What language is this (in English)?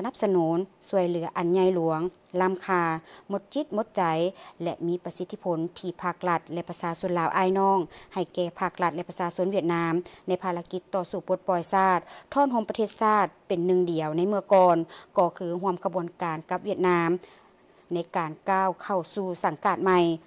Lao